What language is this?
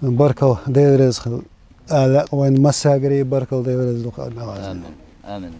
Chechen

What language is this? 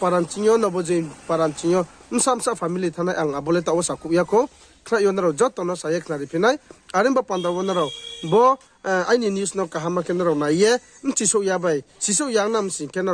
Riang (India)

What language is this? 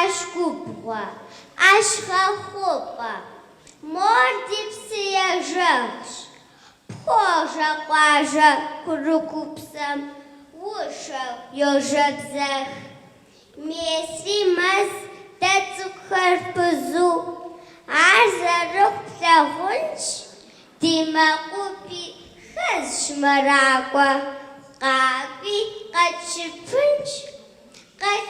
Kabardian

